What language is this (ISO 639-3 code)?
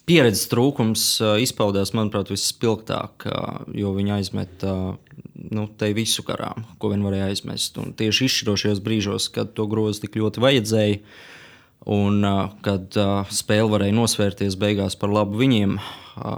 lav